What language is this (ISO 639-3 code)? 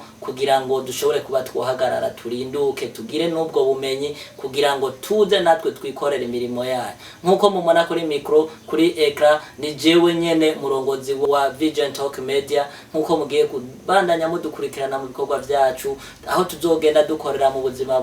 run